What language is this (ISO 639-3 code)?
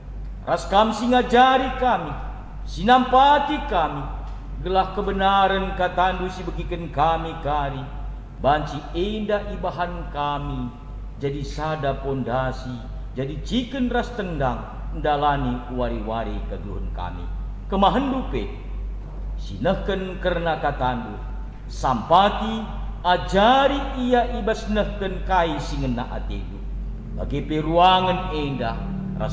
btx